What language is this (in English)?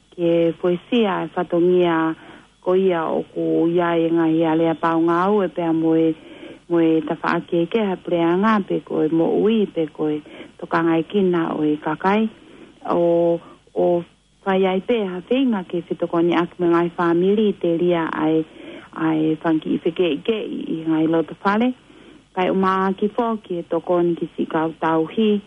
Tongan